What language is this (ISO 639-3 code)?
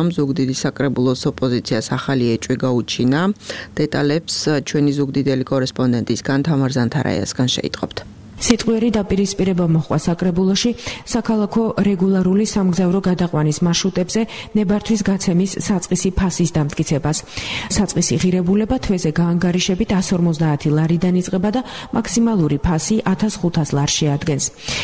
kat